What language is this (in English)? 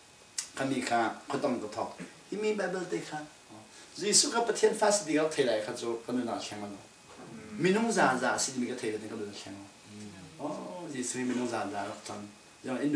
Falam Chin